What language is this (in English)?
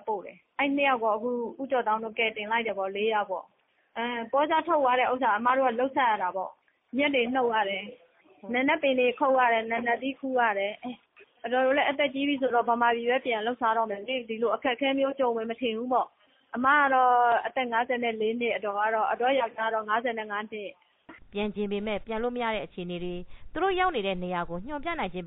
Burmese